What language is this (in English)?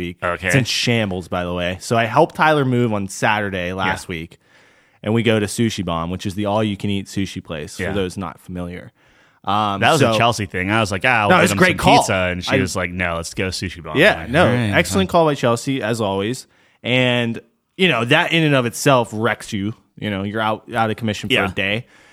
English